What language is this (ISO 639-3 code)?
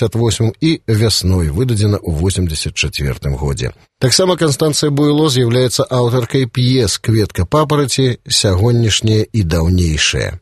bel